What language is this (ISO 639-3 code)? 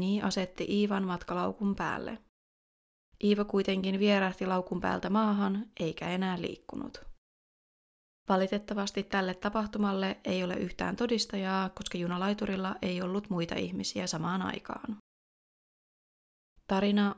fin